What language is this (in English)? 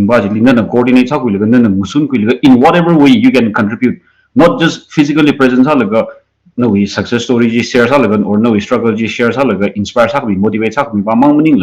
Tangkhul Naga (India)